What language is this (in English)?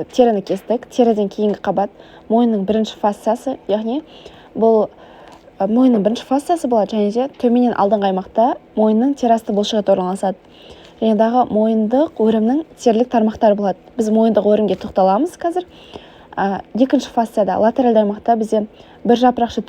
Kazakh